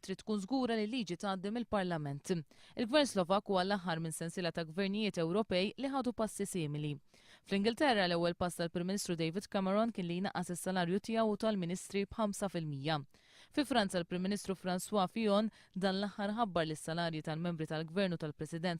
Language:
Maltese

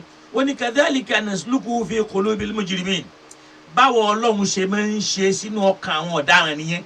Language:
Yoruba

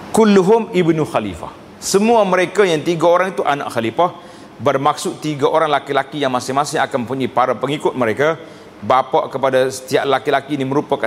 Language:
Malay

